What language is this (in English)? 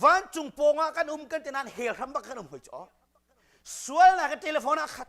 Hakha Chin